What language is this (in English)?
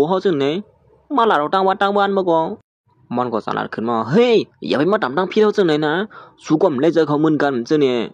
Shan